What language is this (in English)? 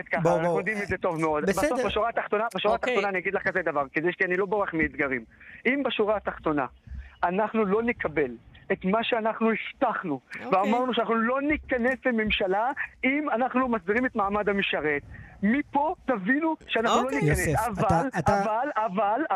Hebrew